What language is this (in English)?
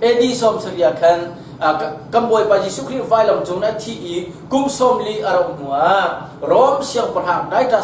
Hakha Chin